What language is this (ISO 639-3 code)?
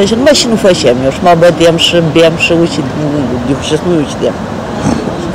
ron